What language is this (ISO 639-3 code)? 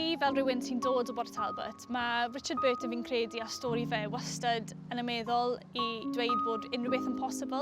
cym